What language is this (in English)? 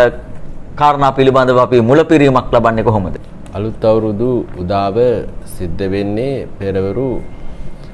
Sinhala